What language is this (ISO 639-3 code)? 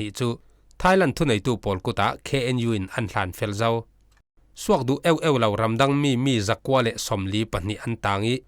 cfm